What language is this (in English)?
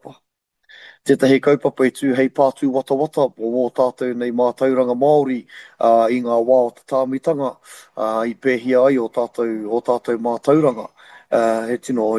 Māori